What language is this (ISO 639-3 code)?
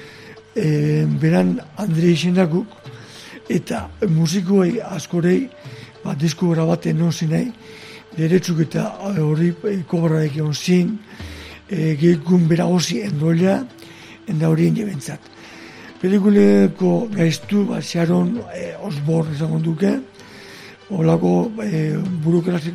eus